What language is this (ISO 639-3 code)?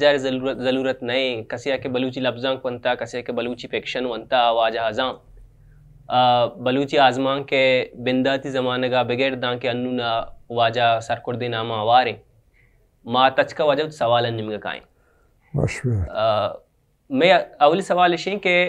bal